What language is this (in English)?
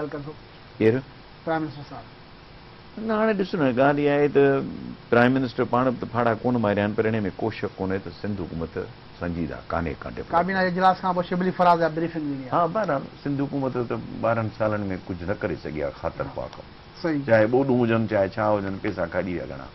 Sindhi